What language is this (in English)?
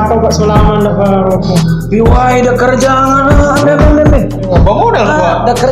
Manado Malay